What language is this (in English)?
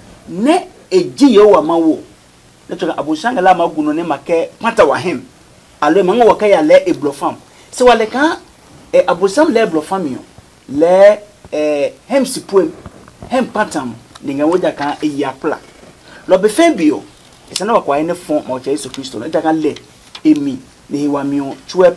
Adangme